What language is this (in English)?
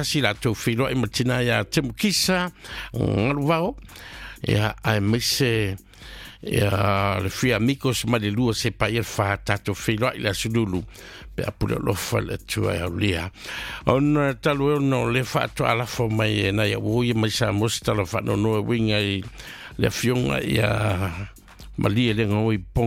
Samoan